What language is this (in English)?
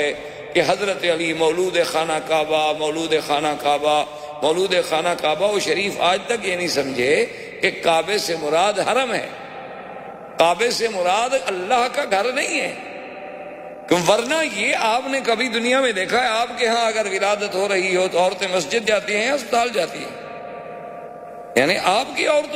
Urdu